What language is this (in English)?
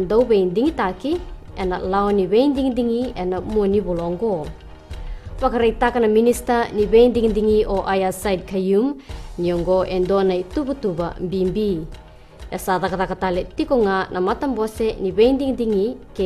Fijian